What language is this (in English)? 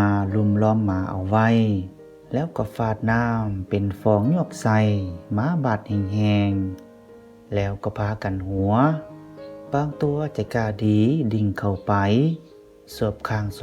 Lao